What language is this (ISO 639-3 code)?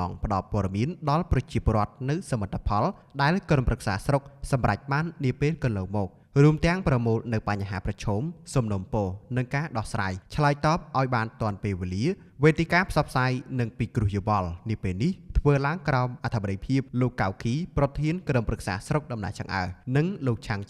khm